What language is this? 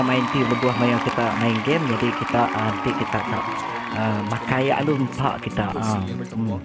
Iban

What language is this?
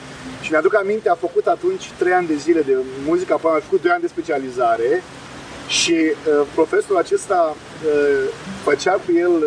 Romanian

